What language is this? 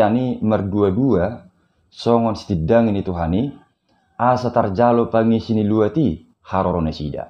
Batak Toba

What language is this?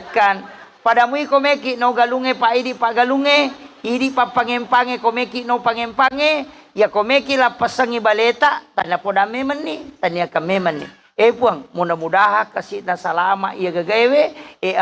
Buginese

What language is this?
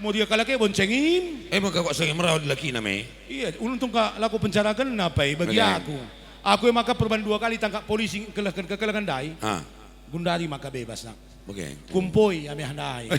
Batak Karo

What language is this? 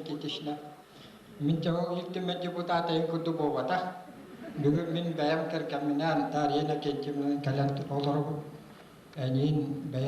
Yakut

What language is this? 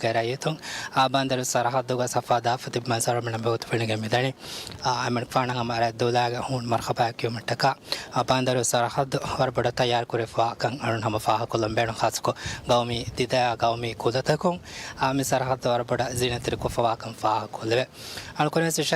Divehi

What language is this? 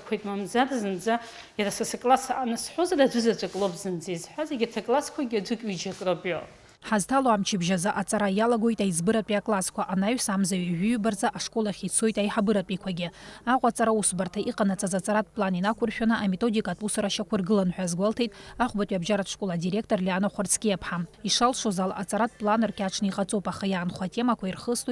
Abkhazian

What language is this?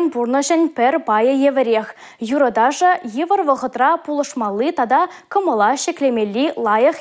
Chuvash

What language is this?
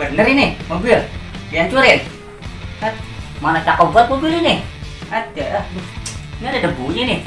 Betawi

